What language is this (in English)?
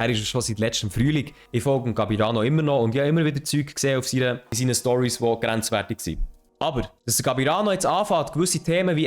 Swiss German